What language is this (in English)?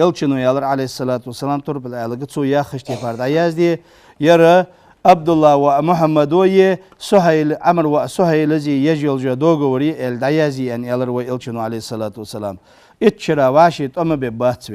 Ingush